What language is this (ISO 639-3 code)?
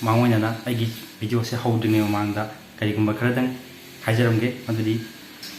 mni